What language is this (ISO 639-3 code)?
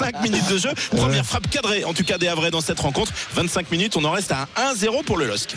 fra